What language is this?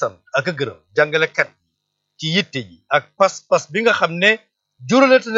Wolof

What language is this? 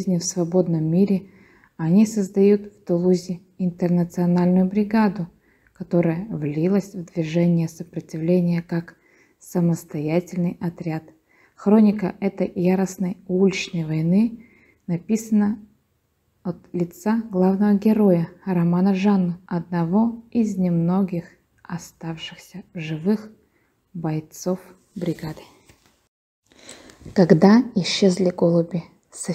Russian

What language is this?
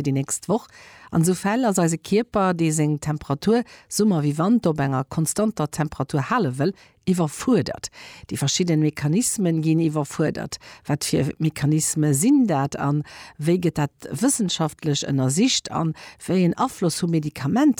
Luxembourgish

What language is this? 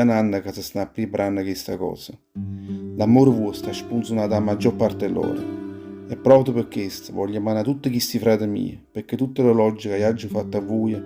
Neapolitan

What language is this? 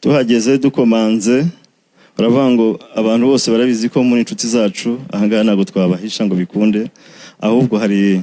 Kinyarwanda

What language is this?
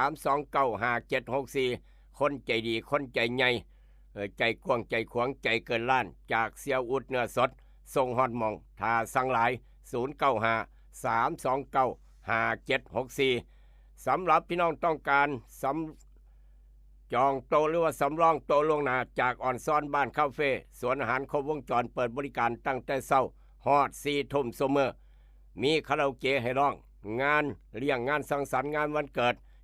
Northeastern Thai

